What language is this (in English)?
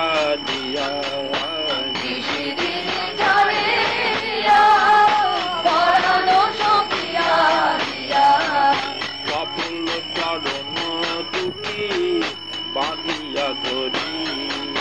Bangla